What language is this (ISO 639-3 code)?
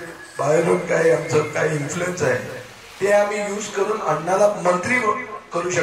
kok